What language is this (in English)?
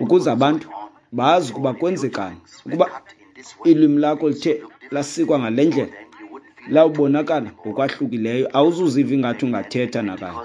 Xhosa